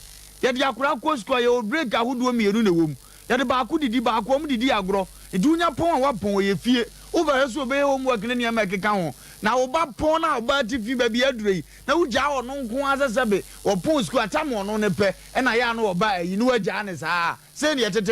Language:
Akan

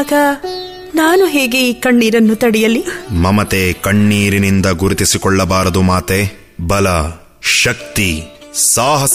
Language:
Kannada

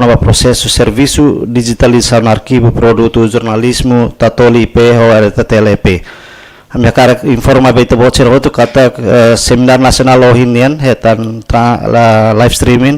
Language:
Tetum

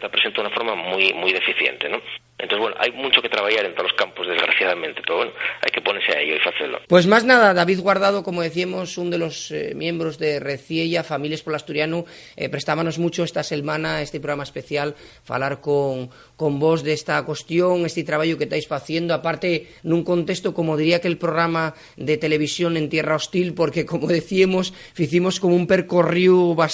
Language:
Asturian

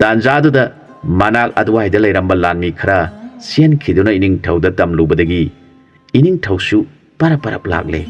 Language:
Manipuri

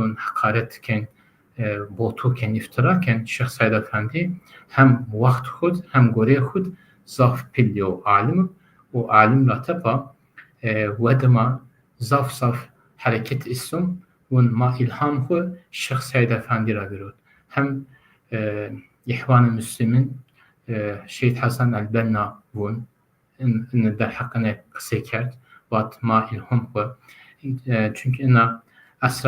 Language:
Zaza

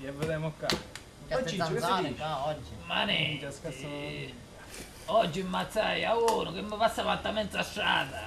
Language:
Sicilian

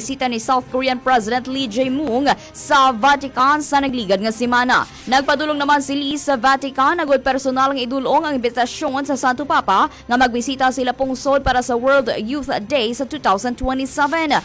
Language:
Hiligaynon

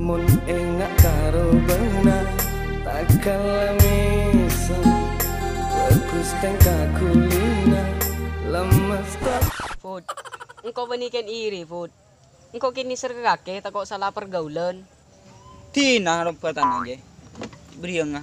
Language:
Madurese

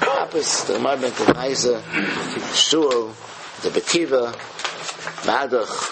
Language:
Yiddish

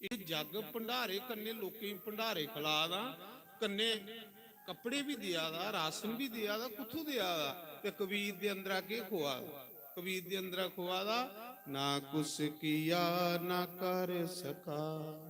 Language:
Dogri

